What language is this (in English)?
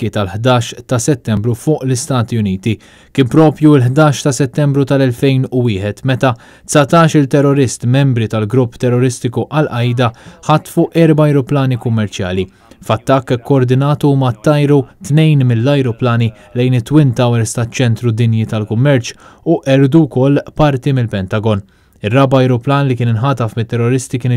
Maltese